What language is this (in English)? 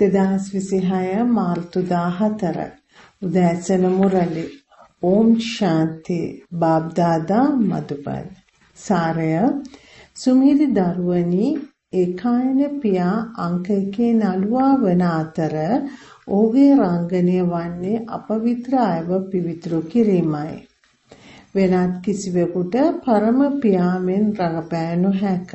Sinhala